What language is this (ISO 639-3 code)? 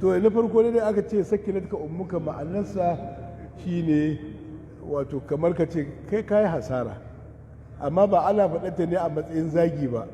hau